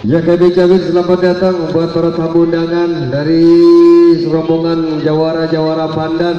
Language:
Betawi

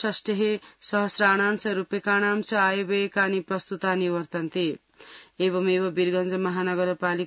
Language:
Sanskrit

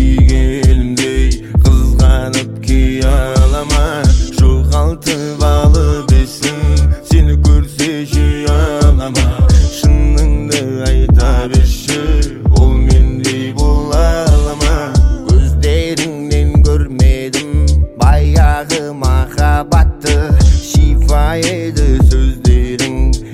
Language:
Kazakh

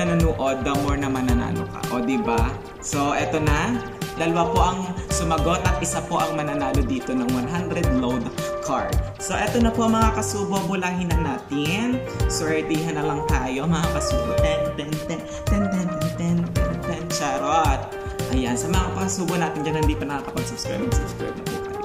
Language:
Filipino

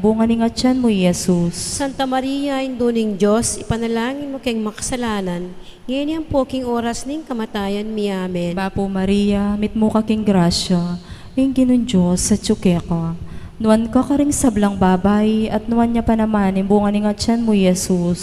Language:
Pampanga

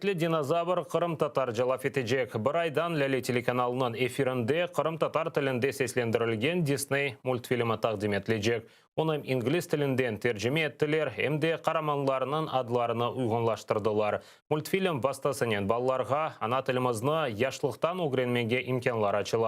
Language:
Crimean Tatar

